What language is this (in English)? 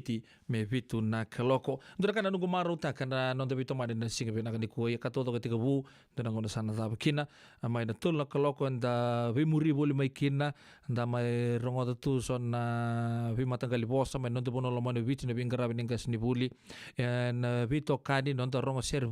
Fijian